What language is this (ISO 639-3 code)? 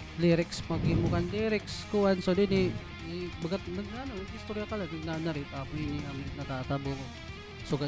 war